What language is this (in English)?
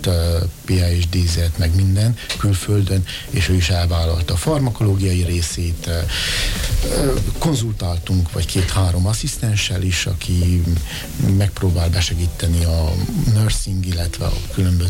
Hungarian